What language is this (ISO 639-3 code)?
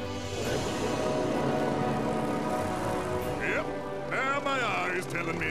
eng